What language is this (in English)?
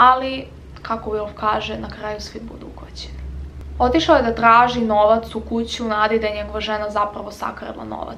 Croatian